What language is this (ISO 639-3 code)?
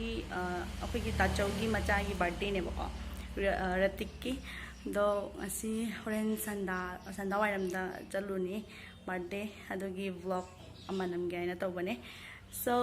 mni